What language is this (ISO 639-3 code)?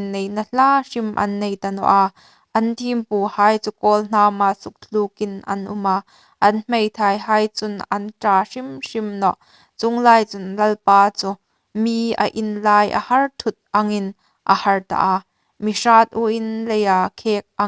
hmr